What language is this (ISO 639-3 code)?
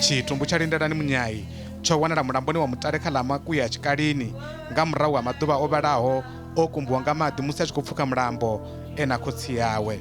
ven